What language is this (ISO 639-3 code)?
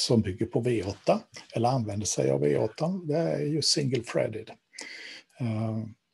swe